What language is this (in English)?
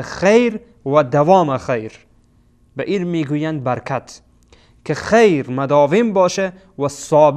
Persian